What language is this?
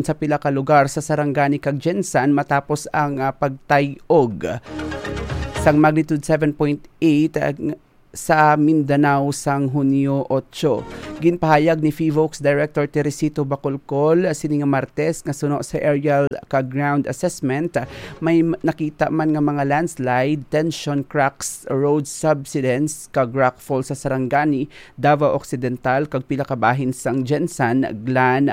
Hiligaynon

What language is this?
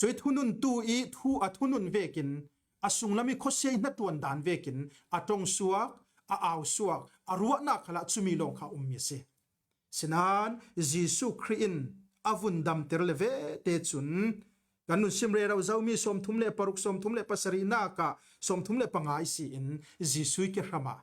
Falam Chin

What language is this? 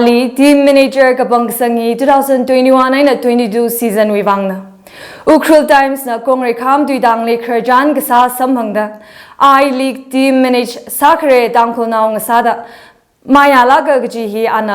Tangkhul Naga (India)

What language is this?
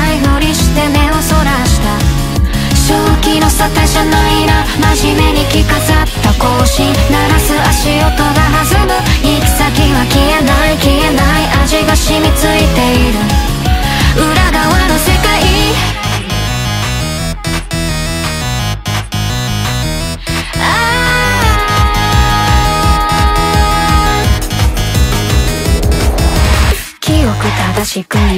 Japanese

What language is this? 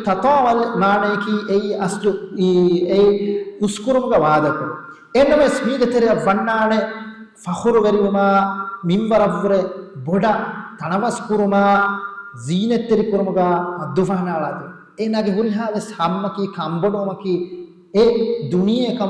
Divehi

